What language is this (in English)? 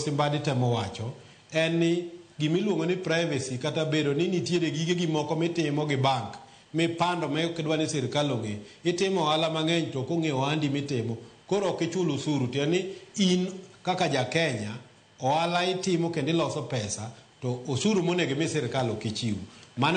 Luo (Kenya and Tanzania)